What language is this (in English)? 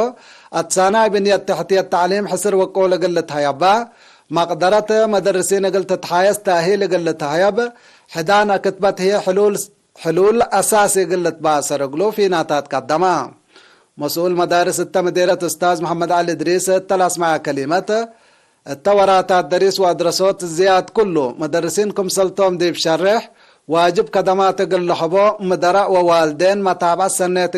Tigre